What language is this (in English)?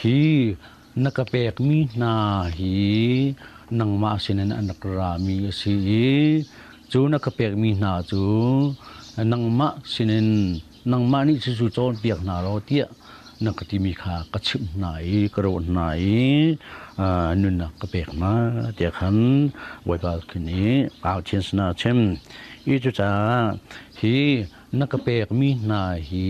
Hakha Chin